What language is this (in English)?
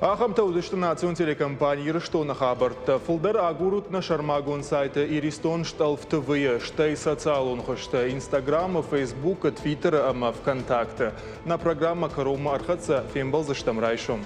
Ossetic